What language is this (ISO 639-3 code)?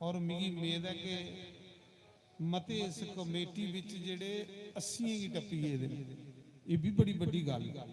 doi